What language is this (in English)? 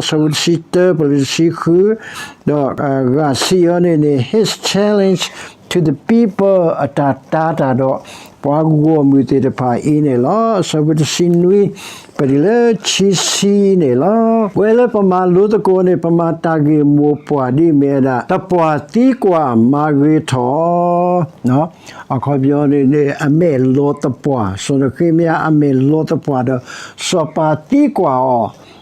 S'gaw Karen